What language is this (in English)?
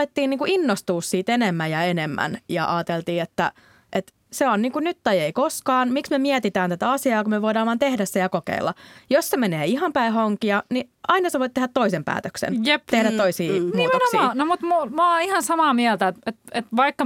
Finnish